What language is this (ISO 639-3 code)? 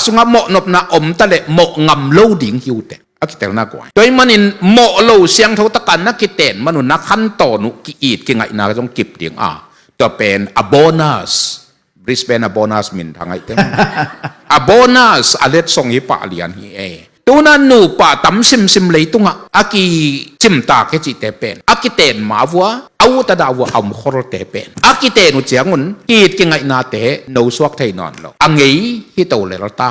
ctd